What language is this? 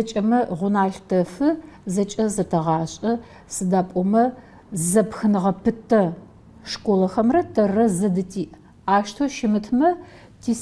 Adyghe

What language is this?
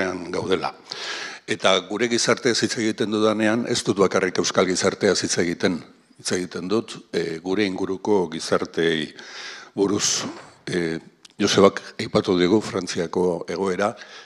Basque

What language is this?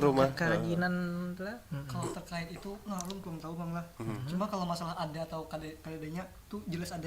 Banjar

